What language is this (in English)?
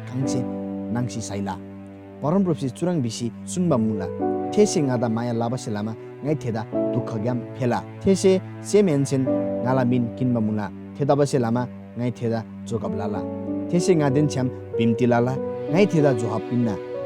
Eastern Tamang